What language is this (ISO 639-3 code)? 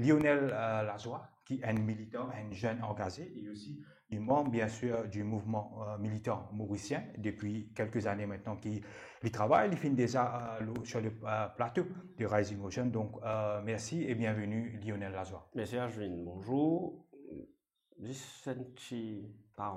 mfe